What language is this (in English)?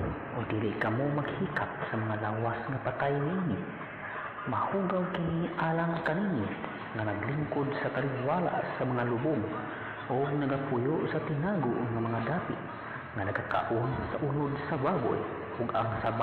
Cebuano